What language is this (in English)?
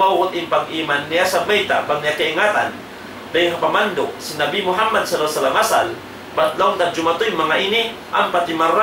Tausug